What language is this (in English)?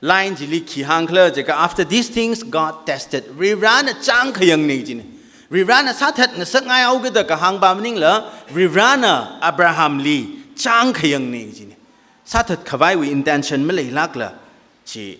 Tangkhul Naga (India)